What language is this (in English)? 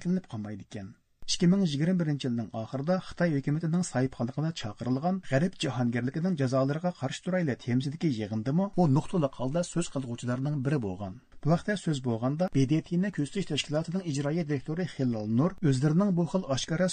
Uyghur